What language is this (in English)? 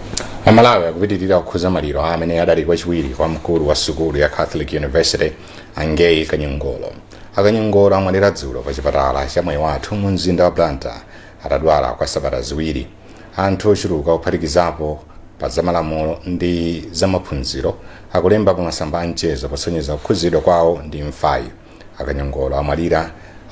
Nyanja